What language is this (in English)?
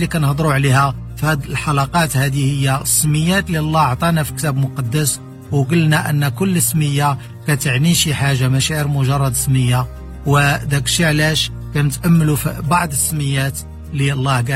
Moroccan Arabic